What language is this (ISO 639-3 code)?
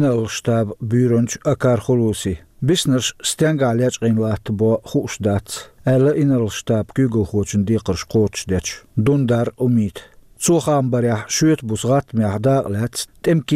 che